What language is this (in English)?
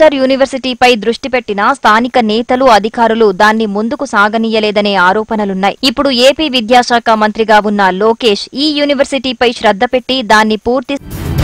Telugu